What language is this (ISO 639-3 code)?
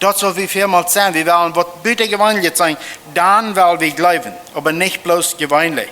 pdt